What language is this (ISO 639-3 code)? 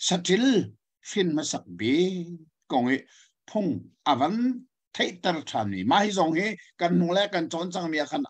cnh